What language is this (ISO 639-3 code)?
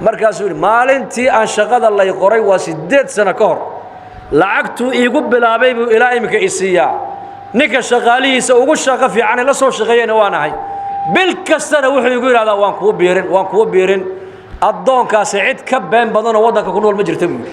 som